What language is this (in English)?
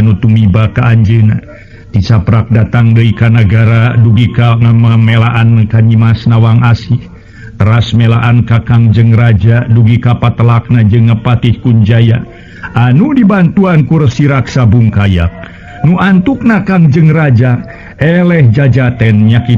Sundanese